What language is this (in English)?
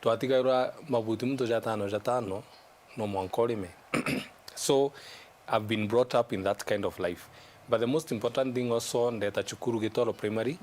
Meru